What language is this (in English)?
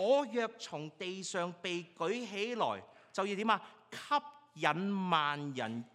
Cantonese